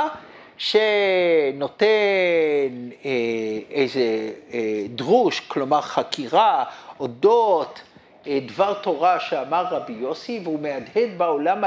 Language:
Hebrew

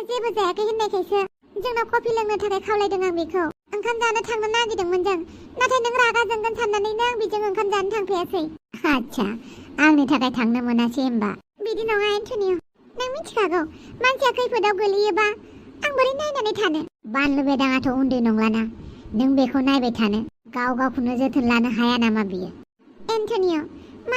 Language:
Bodo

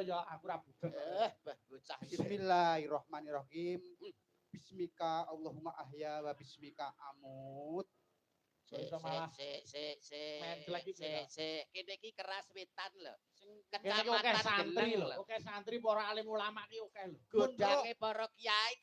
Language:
Javanese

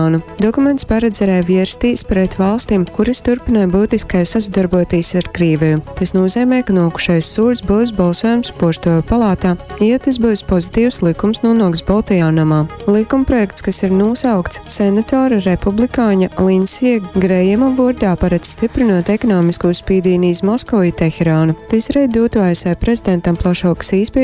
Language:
Latgalian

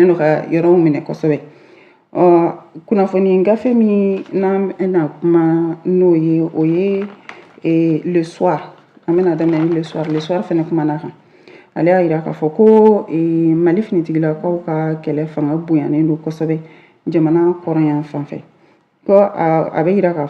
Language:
Bambara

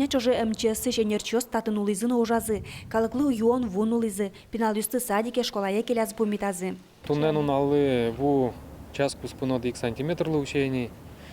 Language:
Udmurt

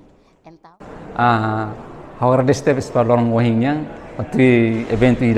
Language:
Tetum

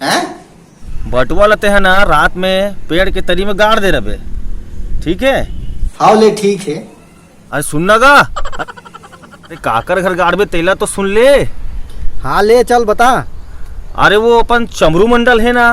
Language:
Chhattisgarhi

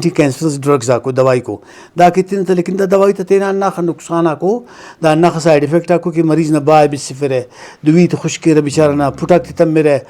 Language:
Brahui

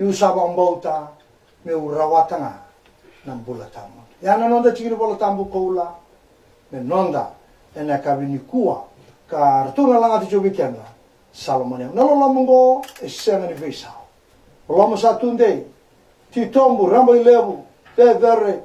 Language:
Fijian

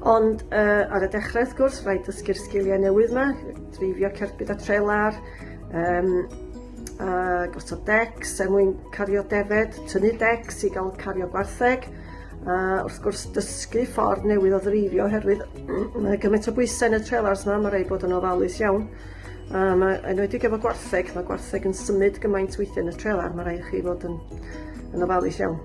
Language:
Welsh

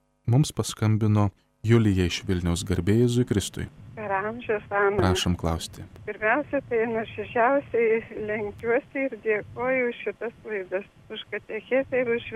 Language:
Lithuanian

